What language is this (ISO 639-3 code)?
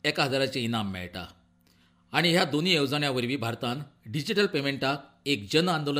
kok